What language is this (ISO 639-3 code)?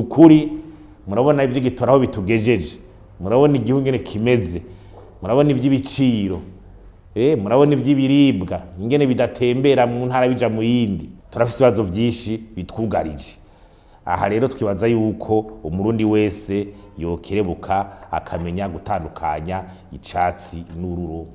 run